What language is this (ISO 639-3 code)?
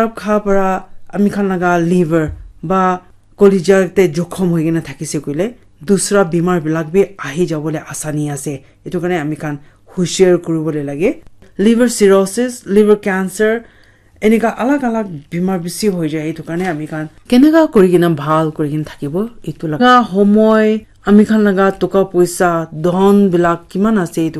nag